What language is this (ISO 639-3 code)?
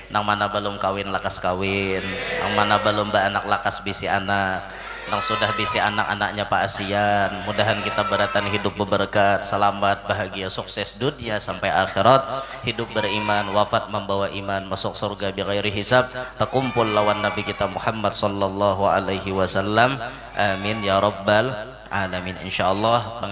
bjn